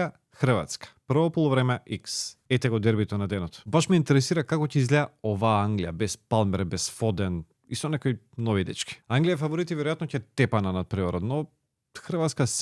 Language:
Macedonian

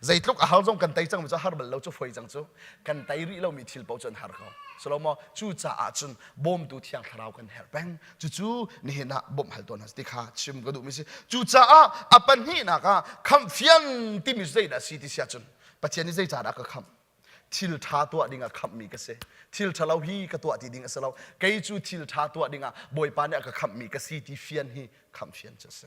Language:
Hakha Chin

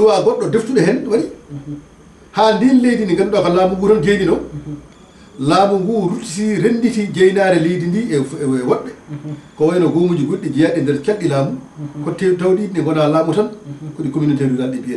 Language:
Fula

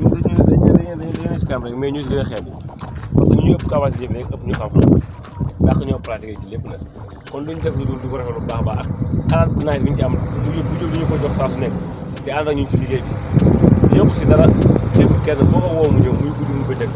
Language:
Wolof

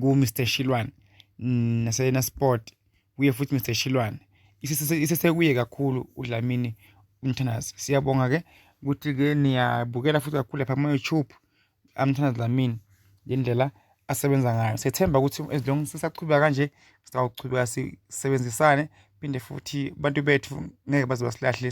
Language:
Zulu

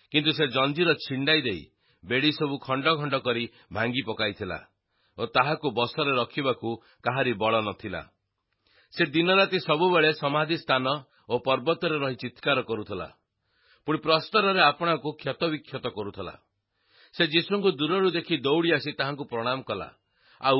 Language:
Odia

